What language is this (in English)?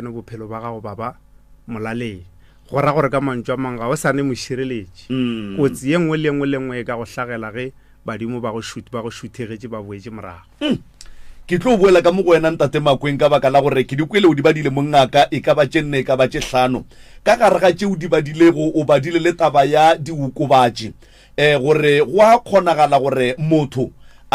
Northern Sotho